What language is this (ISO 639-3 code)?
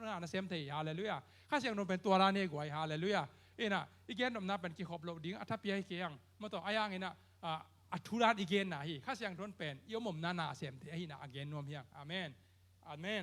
ctd